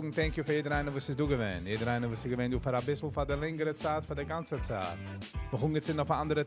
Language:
Yiddish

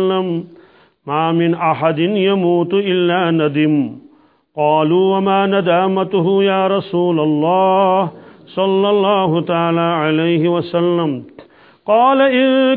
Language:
Kashmiri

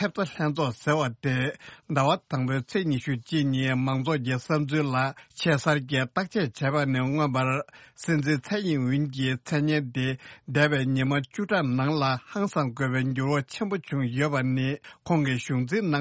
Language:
Tibetan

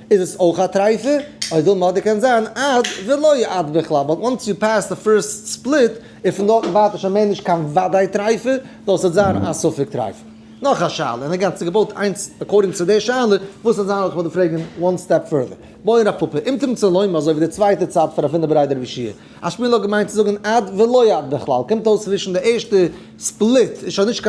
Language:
Yiddish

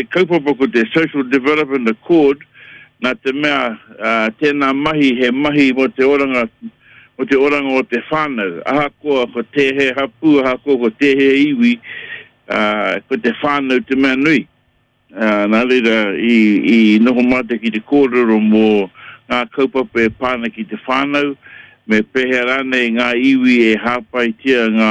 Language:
Māori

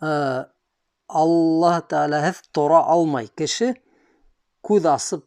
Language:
Bashkir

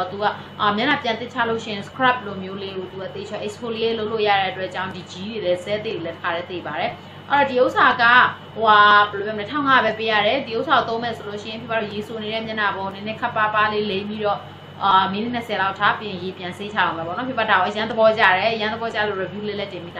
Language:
Burmese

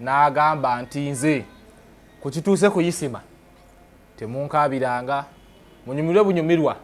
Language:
Ganda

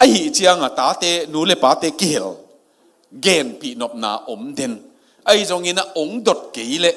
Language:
Tedim Chin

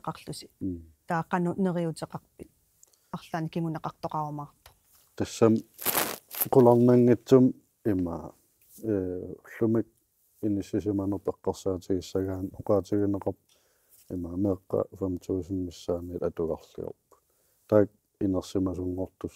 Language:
Kalaallisut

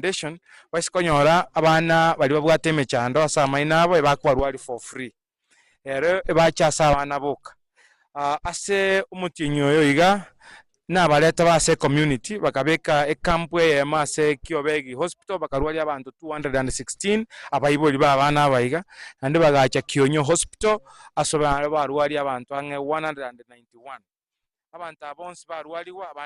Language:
Gusii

